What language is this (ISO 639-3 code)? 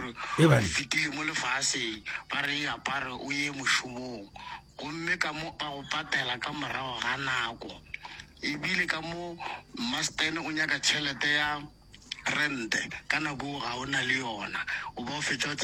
nso